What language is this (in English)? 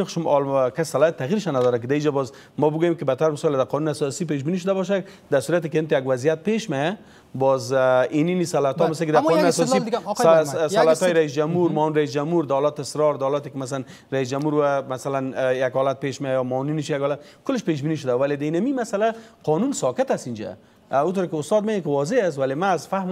Persian